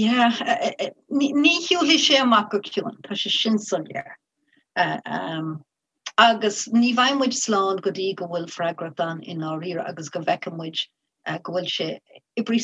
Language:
Irish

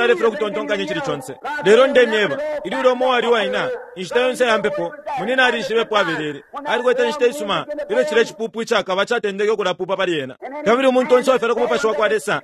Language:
Bemba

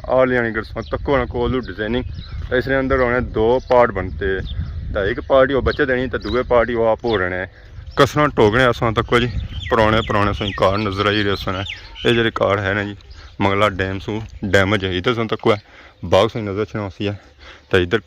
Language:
Pahari-Potwari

